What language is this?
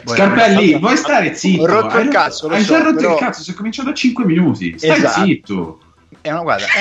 Italian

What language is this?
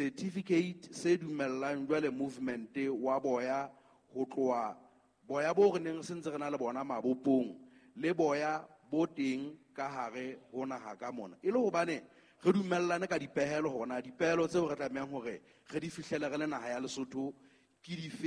Southern Sotho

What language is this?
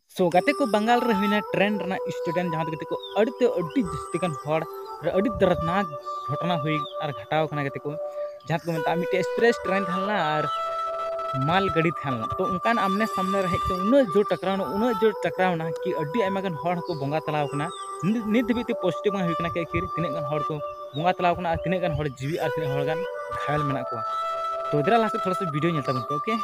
Santali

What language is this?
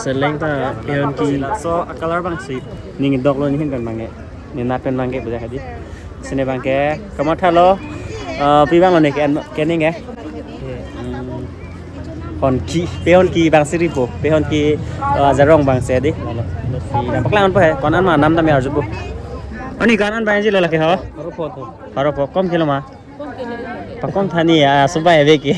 Karbi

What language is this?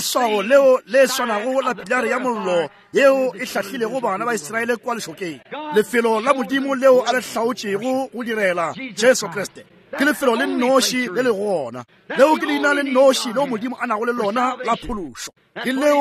Northern Sotho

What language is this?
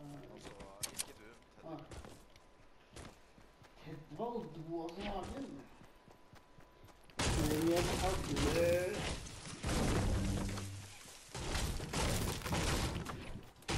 Norwegian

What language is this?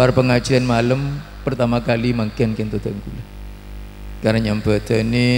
Madurese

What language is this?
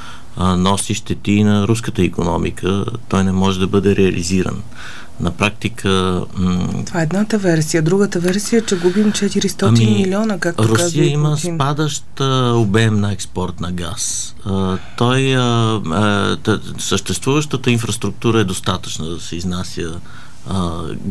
Bulgarian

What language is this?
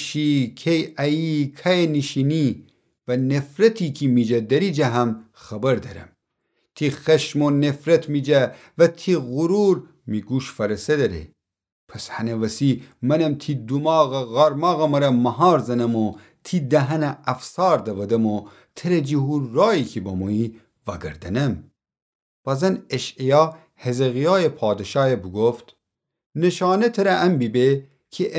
Gilaki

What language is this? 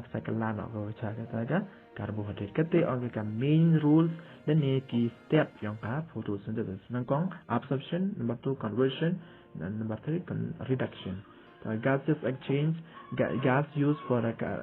Khasi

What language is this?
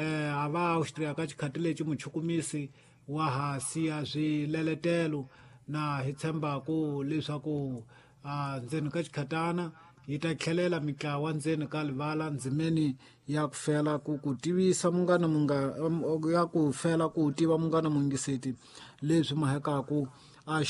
Tsonga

